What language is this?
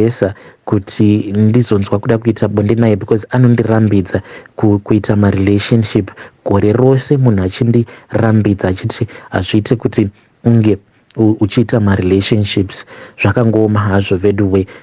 Shona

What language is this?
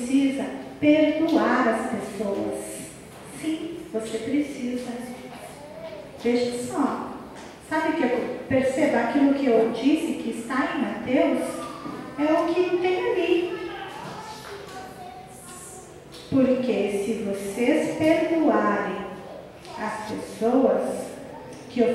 Portuguese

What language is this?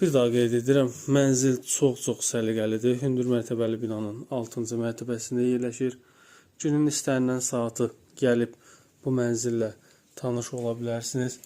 Azerbaijani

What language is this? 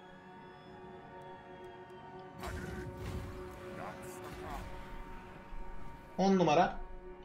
Turkish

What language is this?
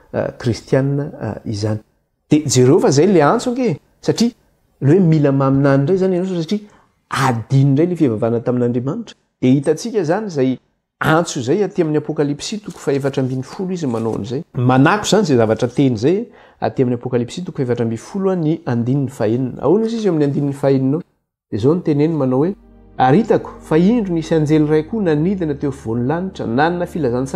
Malagasy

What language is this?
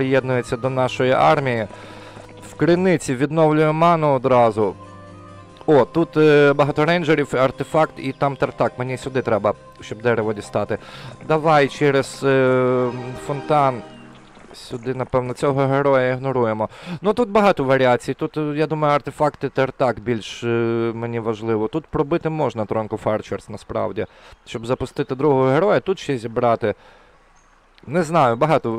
Ukrainian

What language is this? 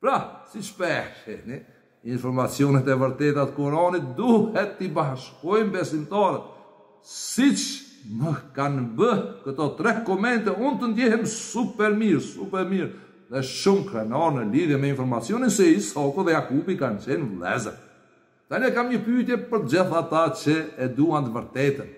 Albanian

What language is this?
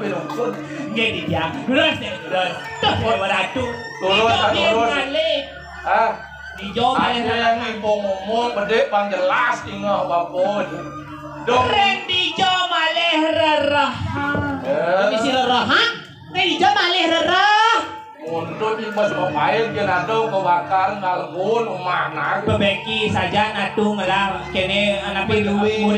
Balinese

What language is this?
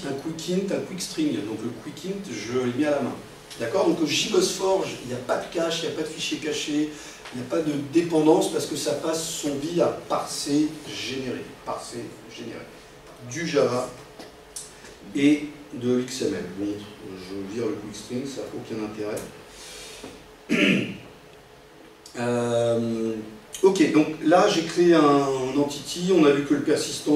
French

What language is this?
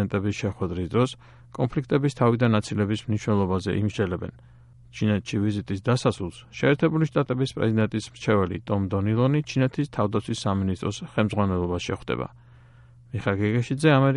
Georgian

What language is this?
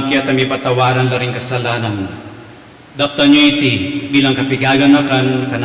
Pampanga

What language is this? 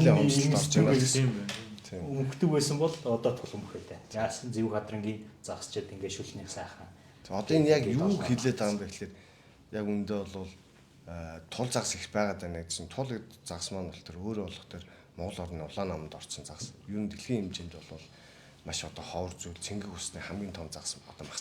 Mongolian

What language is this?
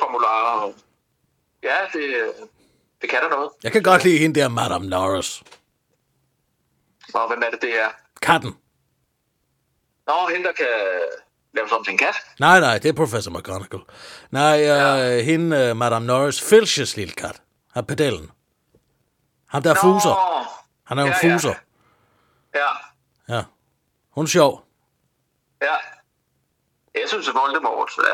Danish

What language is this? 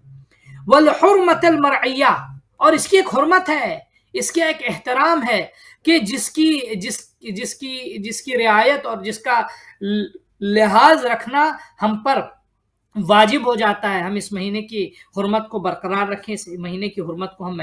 Urdu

